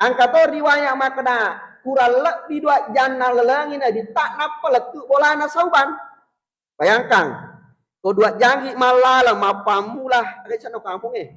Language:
Buginese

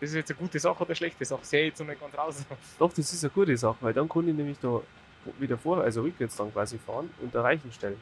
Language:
Bavarian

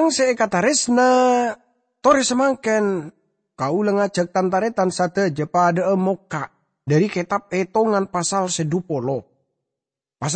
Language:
Madurese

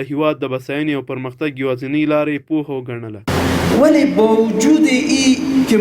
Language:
Pashto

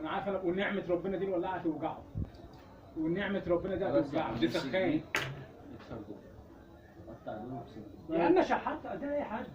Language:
Egyptian Arabic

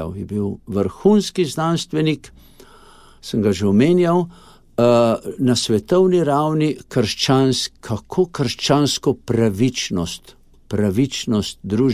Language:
Slovenian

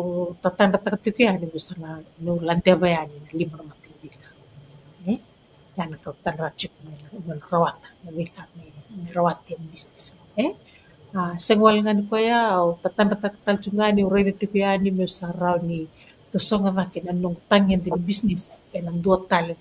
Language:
Fijian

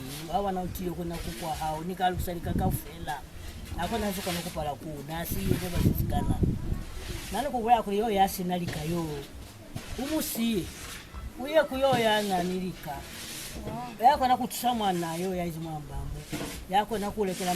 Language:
Lozi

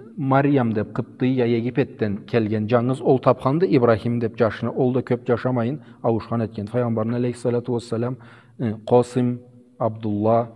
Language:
Karachay-Balkar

